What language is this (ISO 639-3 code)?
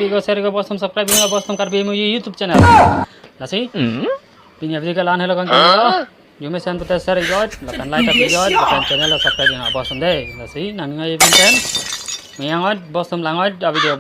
mjw